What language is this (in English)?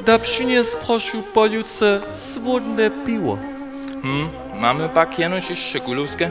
Upper Sorbian